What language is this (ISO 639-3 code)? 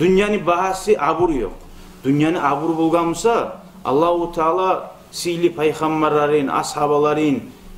kum